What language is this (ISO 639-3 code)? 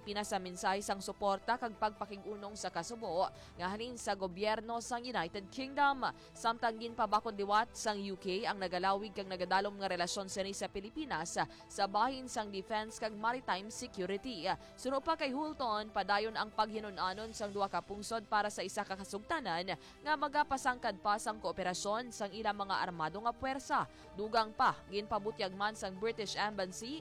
hil